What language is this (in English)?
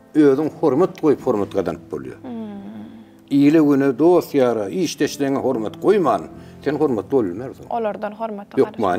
Turkmen